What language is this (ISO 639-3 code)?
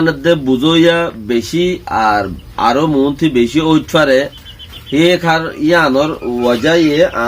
rhg